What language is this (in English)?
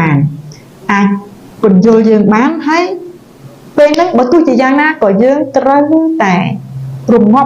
Khmer